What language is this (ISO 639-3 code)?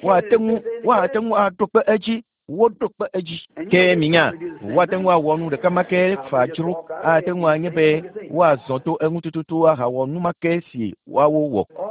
ewe